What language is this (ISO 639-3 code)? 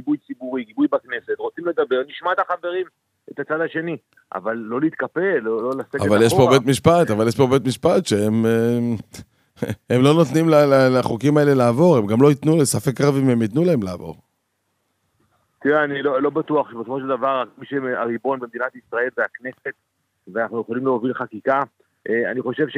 heb